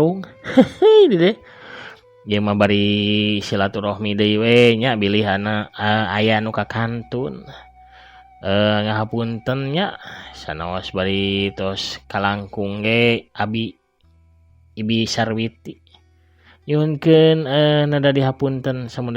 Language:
Sundanese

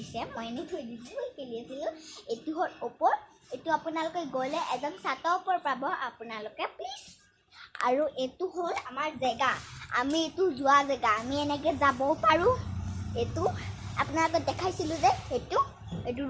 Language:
Assamese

